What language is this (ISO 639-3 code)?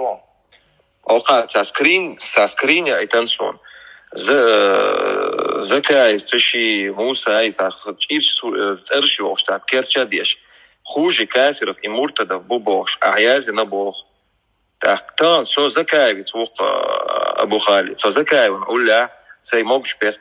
che